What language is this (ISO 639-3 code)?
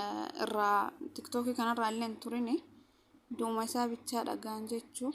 orm